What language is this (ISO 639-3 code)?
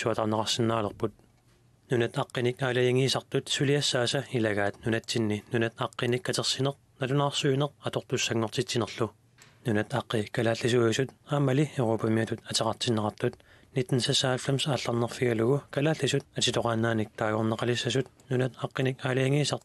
kal